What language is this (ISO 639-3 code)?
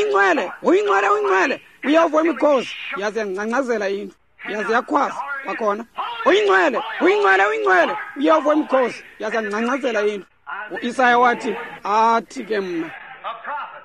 xho